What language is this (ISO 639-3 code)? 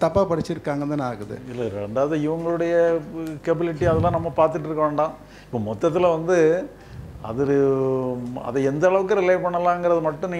tam